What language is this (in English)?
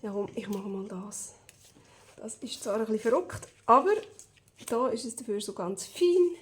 Swiss German